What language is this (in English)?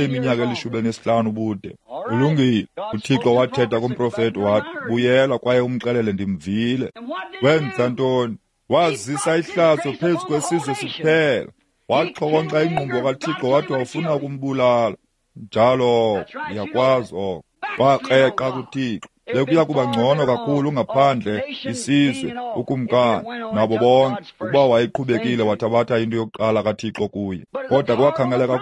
Xhosa